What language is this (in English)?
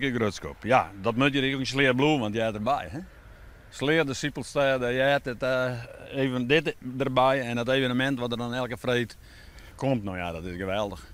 Western Frisian